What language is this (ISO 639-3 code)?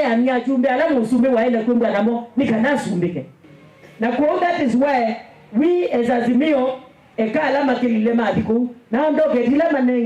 kam